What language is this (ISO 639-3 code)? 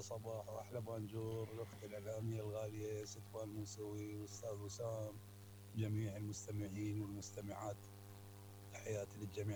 acm